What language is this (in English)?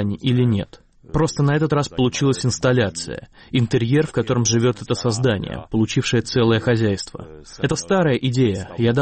Russian